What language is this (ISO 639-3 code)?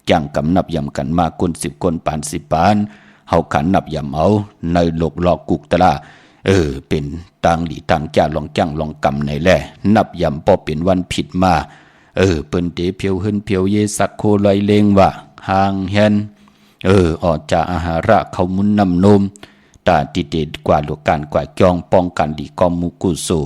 shn